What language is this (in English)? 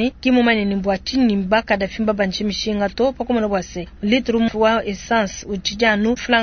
Luba-Lulua